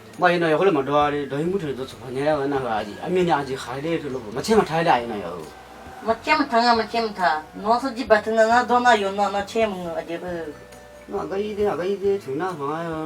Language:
Akha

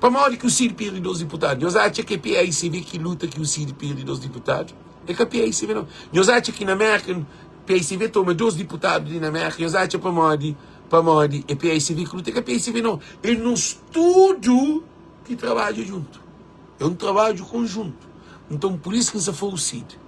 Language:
Kabuverdianu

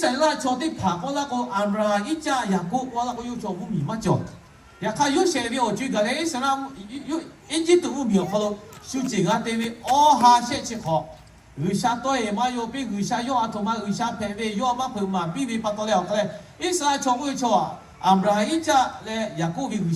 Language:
Lahu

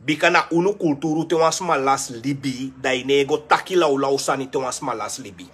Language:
Sranan Tongo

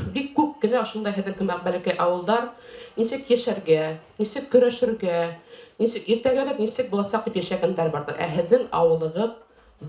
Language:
Bashkir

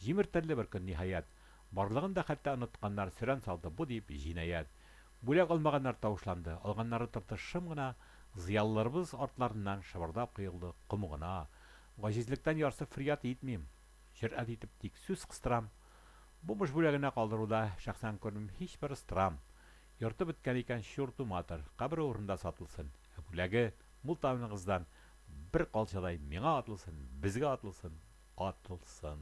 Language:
Tatar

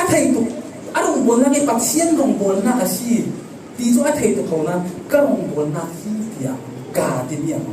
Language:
Falam Chin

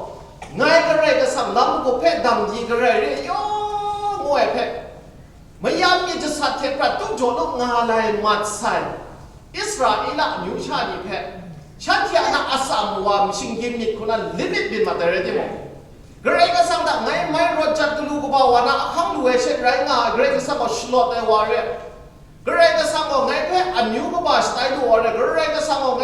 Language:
Kachin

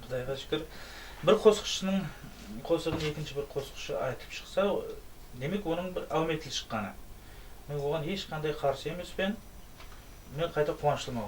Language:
Kara-Kalpak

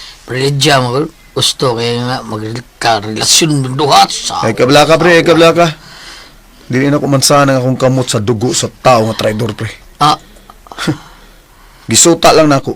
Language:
Cebuano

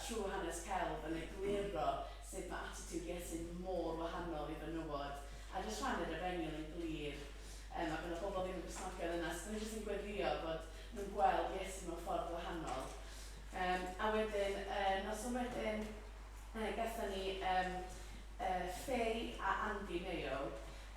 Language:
Welsh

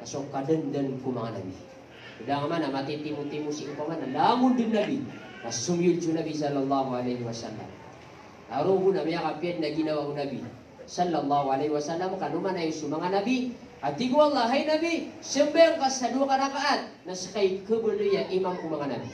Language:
Maranao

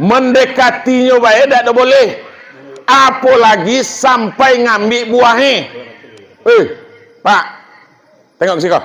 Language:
Minangkabau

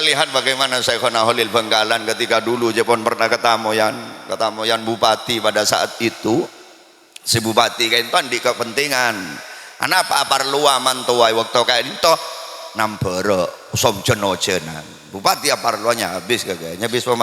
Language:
Madurese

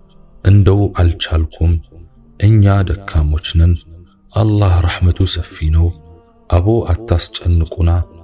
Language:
Amharic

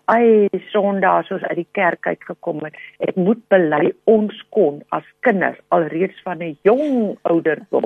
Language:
Afrikaans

